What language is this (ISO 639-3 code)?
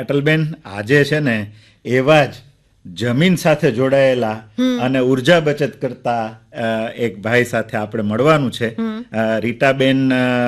guj